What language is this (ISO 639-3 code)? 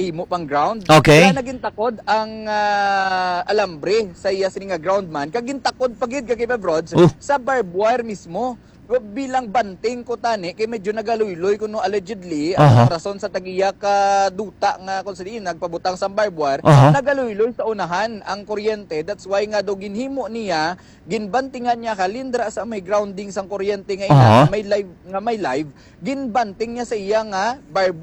hil